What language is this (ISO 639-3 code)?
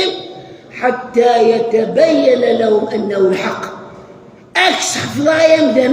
kab